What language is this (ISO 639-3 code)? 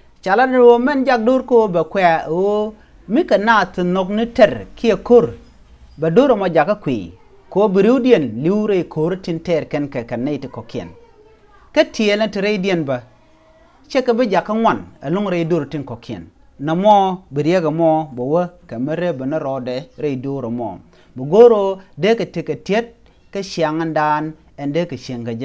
nus